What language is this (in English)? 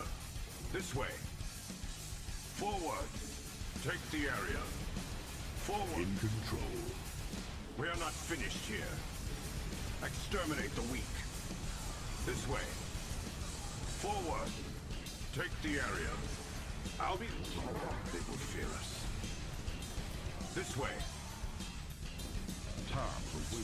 English